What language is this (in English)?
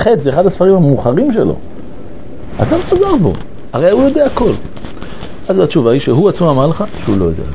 Hebrew